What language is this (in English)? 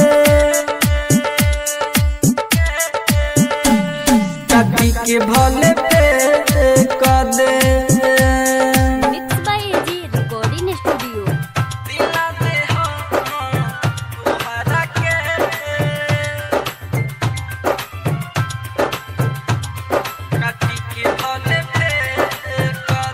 Bhojpuri